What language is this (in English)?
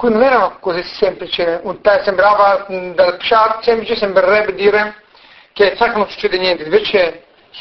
Italian